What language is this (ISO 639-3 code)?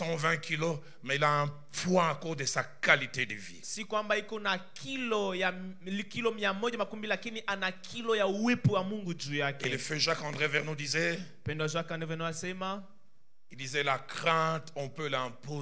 swa